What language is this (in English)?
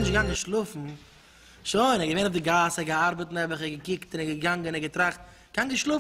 Yiddish